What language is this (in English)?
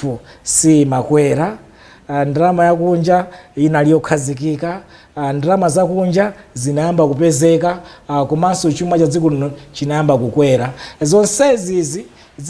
Nyanja